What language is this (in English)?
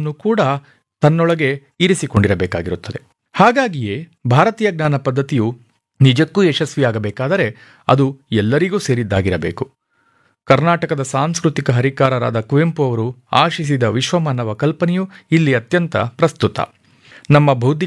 Kannada